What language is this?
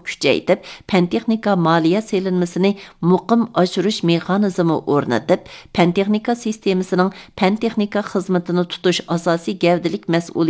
Uyghur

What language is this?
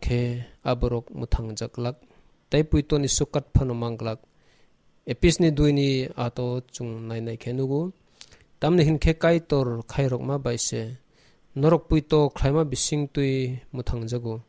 Kok Borok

